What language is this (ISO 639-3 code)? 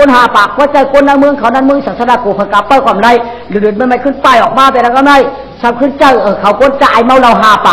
shn